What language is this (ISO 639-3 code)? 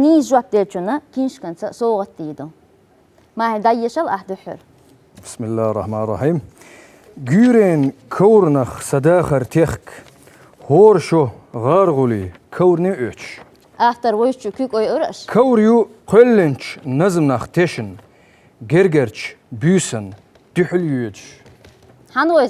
che